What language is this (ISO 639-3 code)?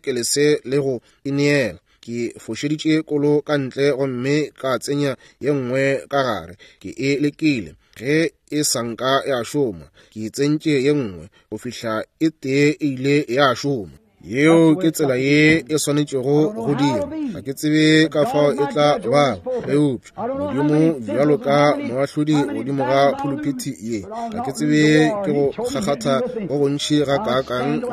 nso